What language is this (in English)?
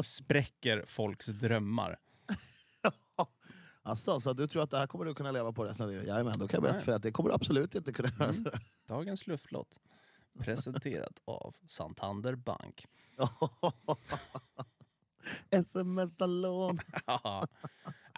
Swedish